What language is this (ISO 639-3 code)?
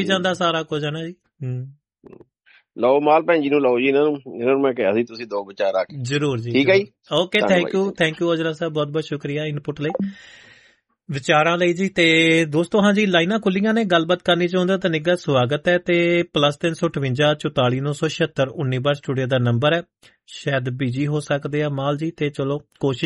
pan